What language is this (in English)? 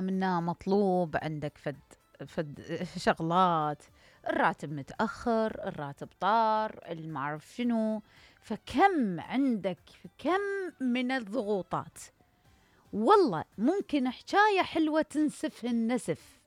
Mesopotamian Arabic